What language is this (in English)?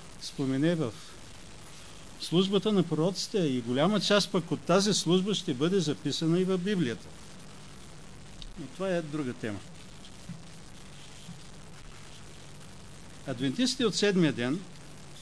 Bulgarian